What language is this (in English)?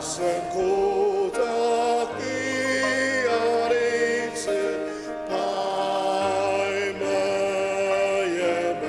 Ao Naga